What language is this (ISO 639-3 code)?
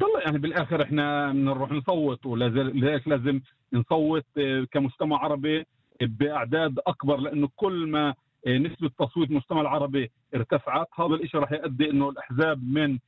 apc